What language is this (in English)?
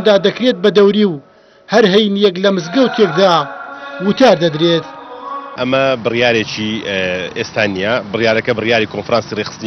Central Kurdish